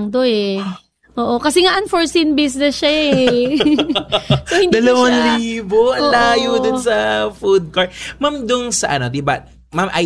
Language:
Filipino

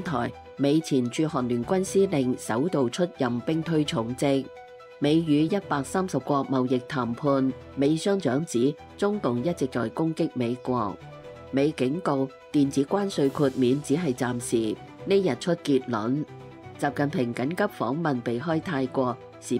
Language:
Cantonese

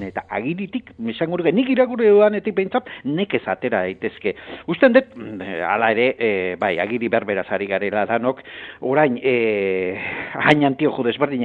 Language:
Basque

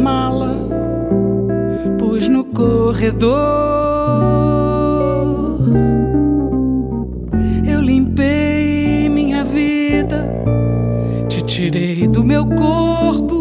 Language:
Portuguese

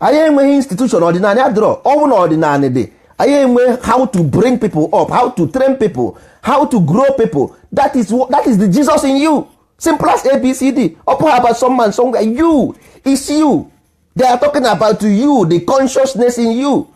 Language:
Igbo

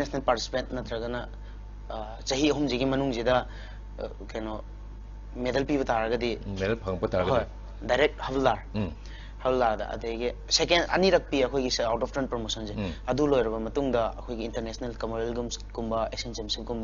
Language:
Manipuri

